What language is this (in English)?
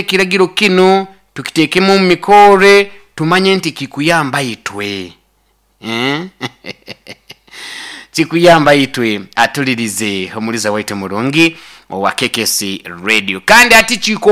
Nyoro